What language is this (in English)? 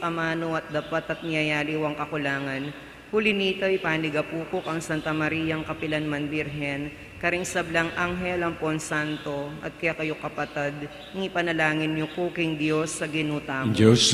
Pampanga